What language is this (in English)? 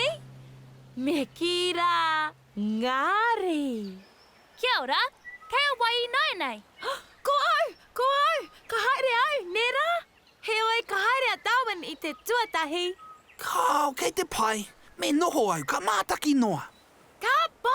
Māori